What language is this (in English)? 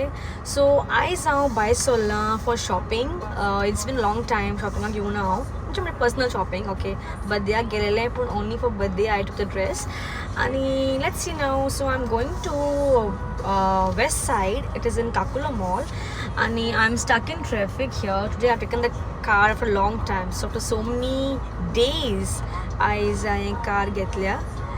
Konkani